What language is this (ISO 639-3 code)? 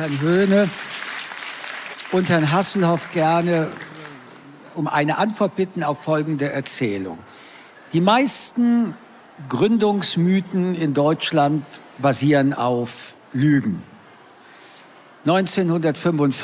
deu